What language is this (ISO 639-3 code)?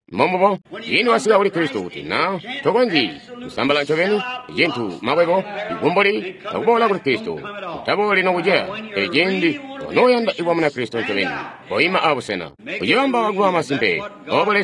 toi